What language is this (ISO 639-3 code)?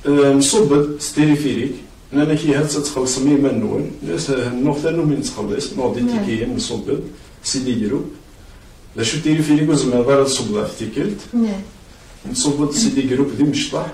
kab